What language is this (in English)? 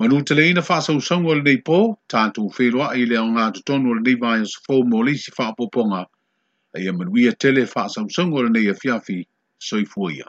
Samoan